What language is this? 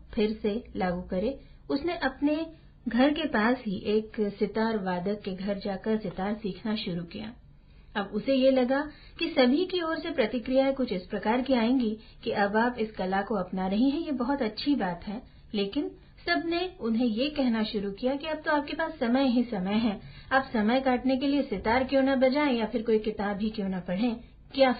Hindi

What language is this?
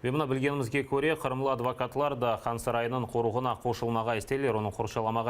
Crimean Tatar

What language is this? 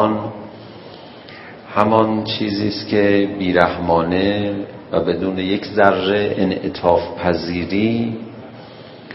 Persian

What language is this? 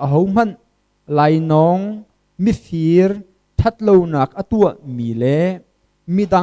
Hakha Chin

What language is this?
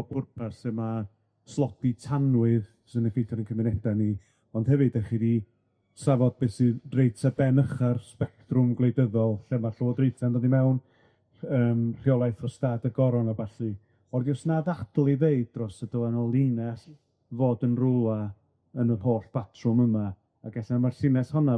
Welsh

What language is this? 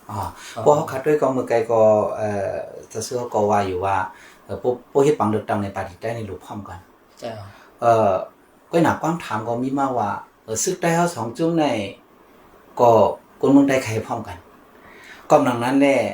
Shan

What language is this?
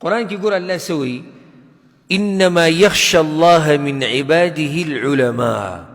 Pashto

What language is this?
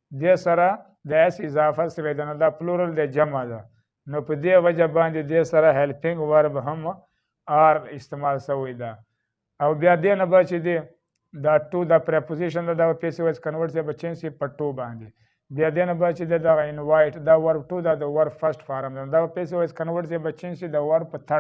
Pashto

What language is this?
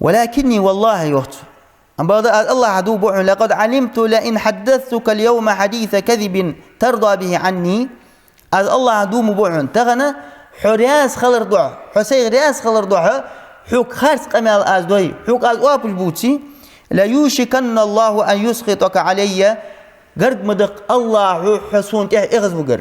Ingush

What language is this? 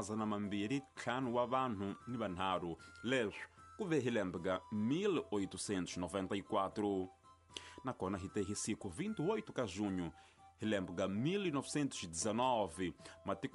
Tsonga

